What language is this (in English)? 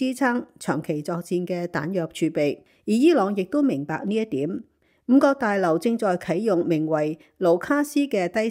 Cantonese